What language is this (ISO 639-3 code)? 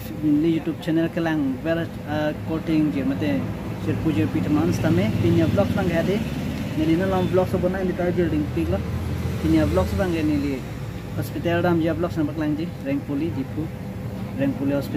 mjw